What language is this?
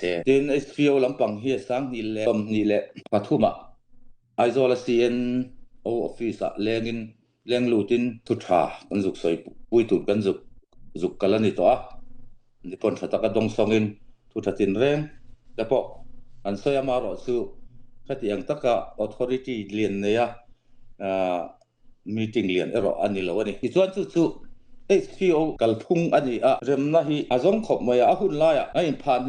Falam Chin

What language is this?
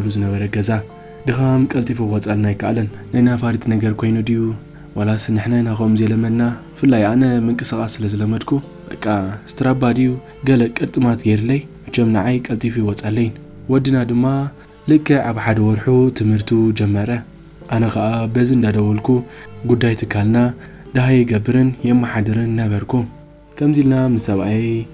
Tigrinya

